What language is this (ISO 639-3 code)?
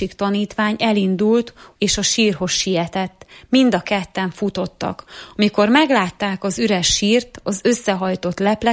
hun